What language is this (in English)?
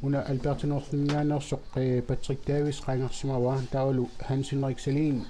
Kalaallisut